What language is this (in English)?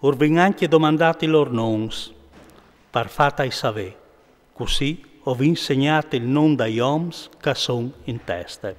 Friulian